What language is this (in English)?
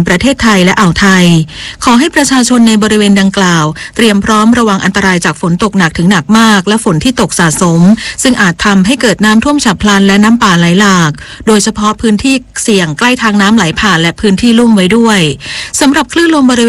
Thai